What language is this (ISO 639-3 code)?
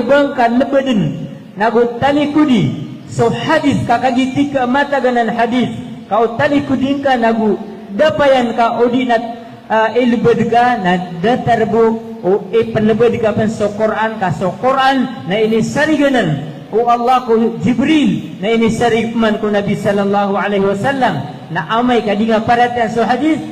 mrw